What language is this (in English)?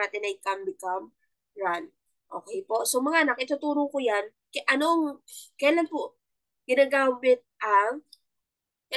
Filipino